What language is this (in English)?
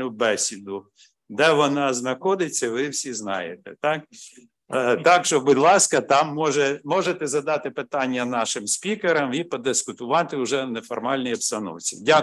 Ukrainian